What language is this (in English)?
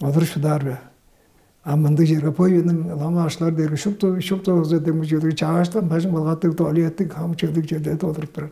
Tuvinian